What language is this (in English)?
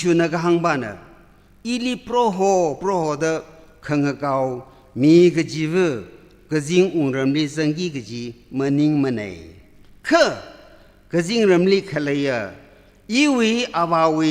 Tangkhul Naga (India)